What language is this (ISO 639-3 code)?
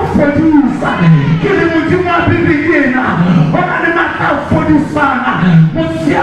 sot